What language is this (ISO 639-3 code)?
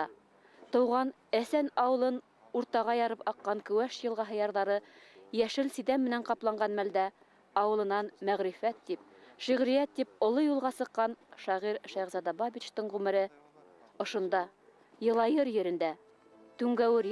bak